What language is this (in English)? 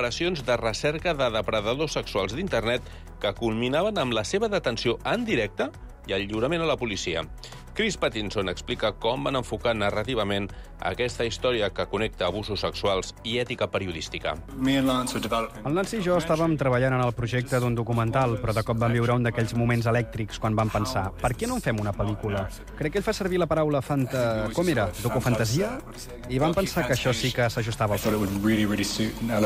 Catalan